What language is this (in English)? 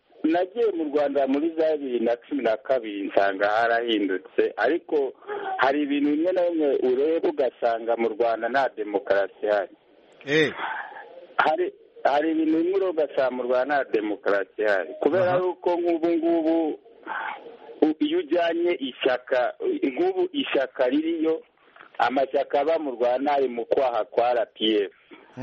Kinyarwanda